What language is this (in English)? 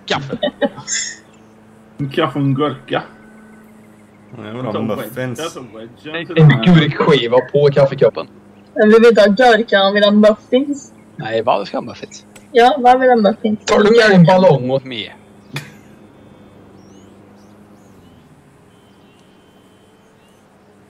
Swedish